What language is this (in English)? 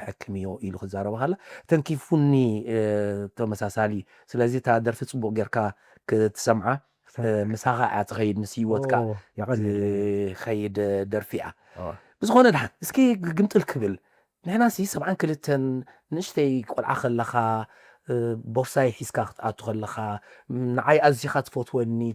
Tigrinya